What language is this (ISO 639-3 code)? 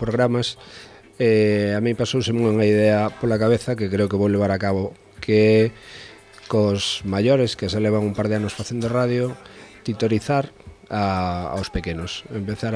glg